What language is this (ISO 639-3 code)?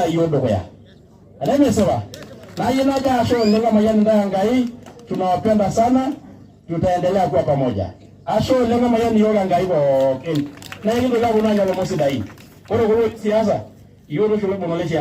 mas